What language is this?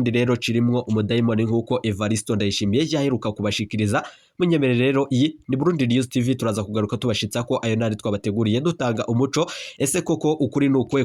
Rundi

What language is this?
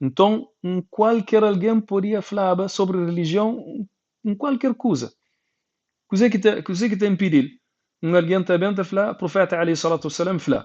Kabuverdianu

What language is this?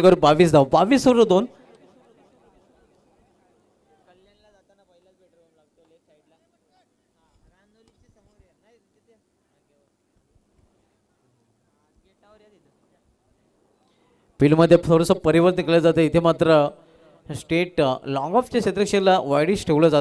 Marathi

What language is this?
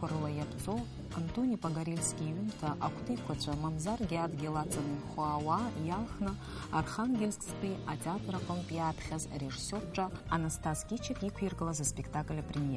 Abkhazian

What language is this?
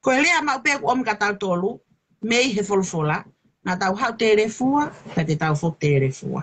Tongan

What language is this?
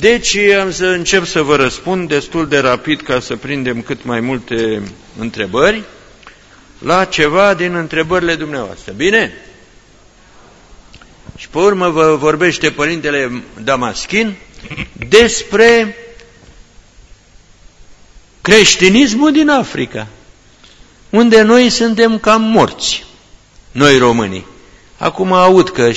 Romanian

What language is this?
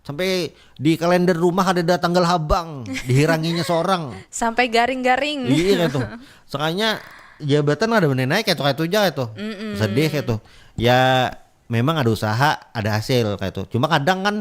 Banjar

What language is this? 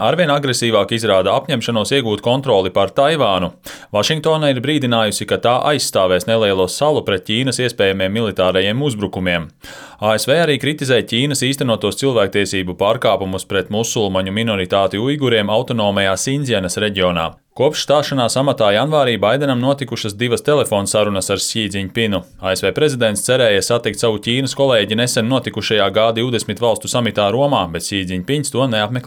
Latvian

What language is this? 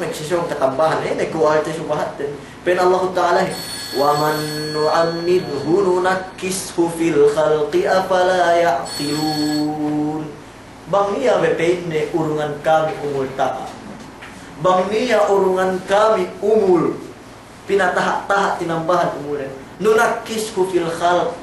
Yakan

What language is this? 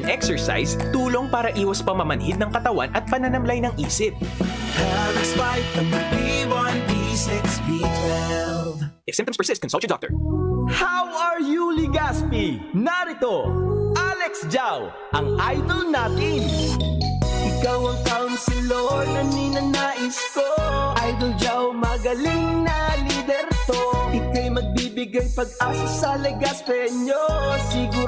Bikol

